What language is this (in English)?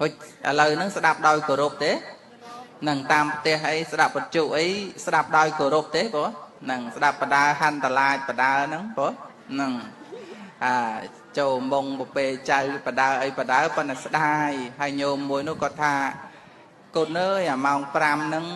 Khmer